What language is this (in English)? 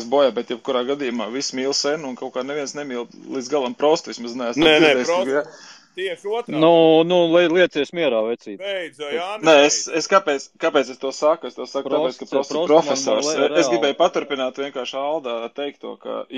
Latvian